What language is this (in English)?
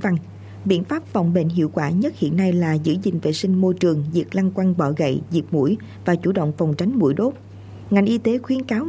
Vietnamese